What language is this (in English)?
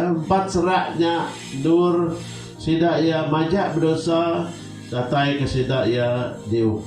Iban